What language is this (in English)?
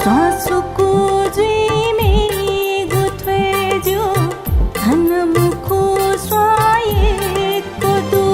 Newari